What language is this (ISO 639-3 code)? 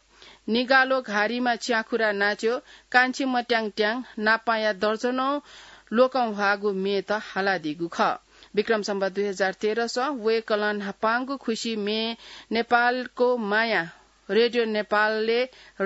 new